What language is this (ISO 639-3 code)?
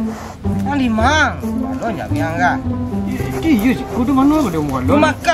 min